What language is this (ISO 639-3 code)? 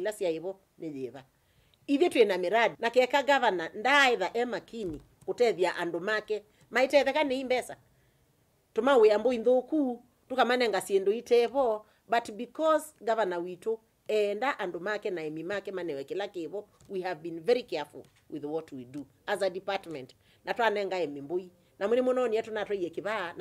kam